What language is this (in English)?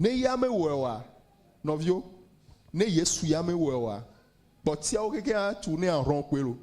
Ewe